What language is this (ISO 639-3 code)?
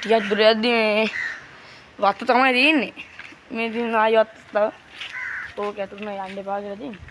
sin